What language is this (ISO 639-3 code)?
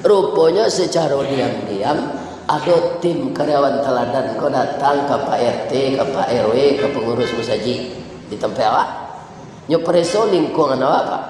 min